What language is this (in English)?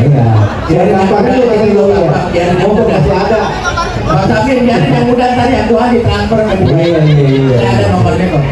Betawi